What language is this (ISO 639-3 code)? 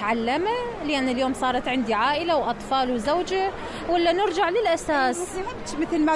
acm